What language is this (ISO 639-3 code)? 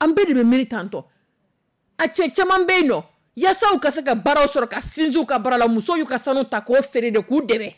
dyu